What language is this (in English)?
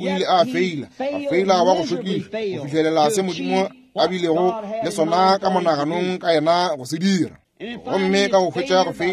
Northern Sotho